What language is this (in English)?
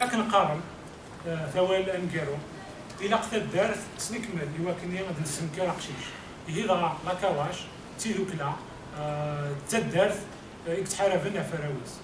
Kabyle